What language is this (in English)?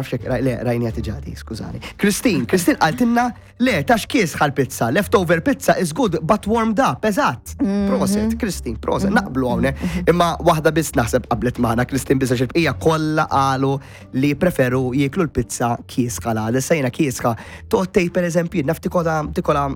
Maltese